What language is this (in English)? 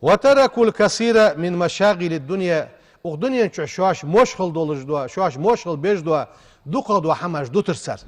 Ingush